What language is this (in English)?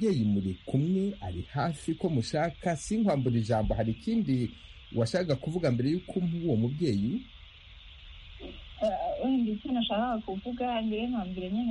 Kinyarwanda